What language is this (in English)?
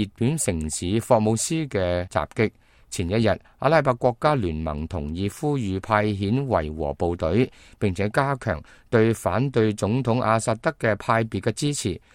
Cantonese